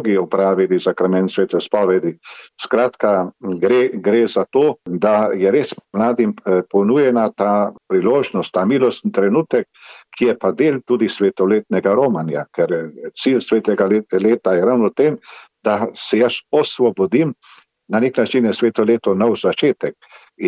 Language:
Slovenian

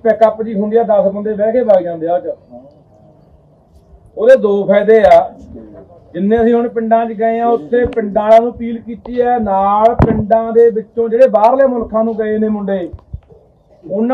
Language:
Punjabi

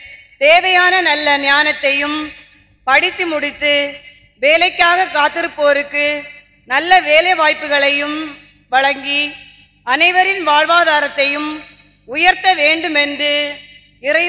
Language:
Tamil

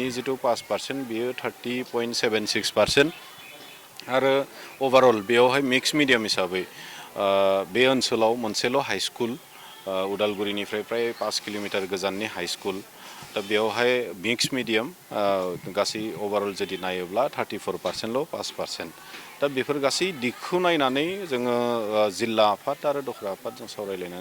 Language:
Bodo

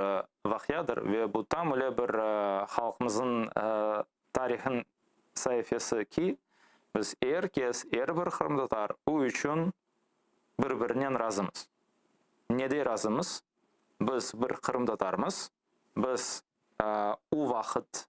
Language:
Crimean Tatar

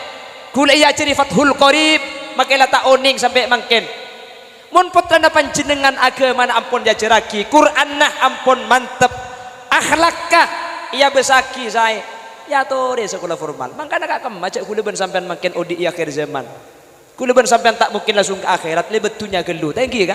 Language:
Madurese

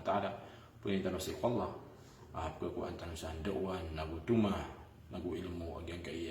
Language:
Maranao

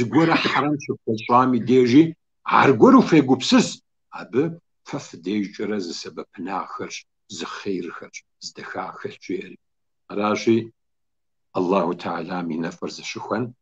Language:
Kabardian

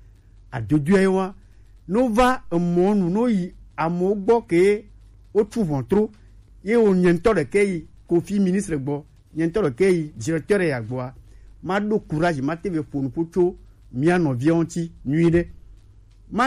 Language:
Gen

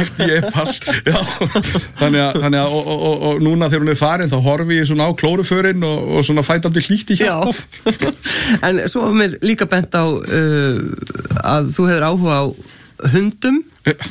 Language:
Icelandic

